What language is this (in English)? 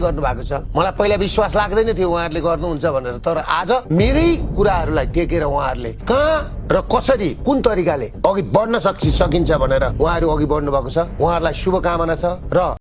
Nepali